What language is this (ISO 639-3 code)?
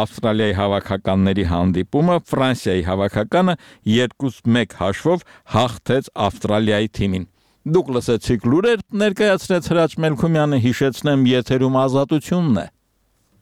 hye